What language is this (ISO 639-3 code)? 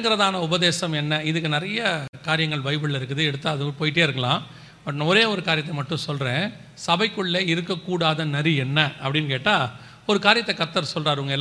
tam